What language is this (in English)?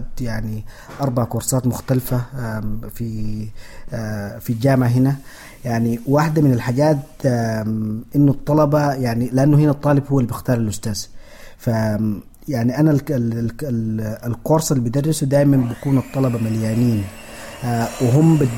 Sudanese Arabic